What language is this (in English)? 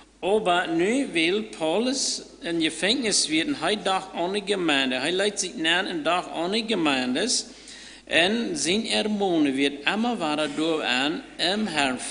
Plautdietsch